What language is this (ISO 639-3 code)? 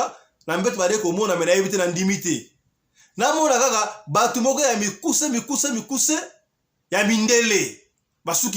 lin